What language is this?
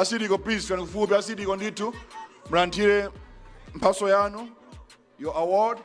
Nyanja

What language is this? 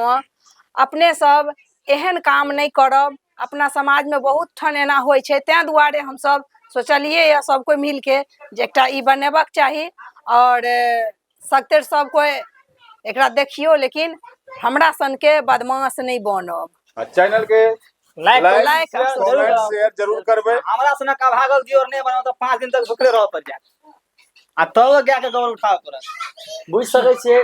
Maithili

